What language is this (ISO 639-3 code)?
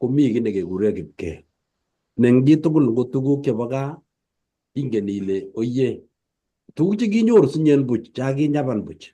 kln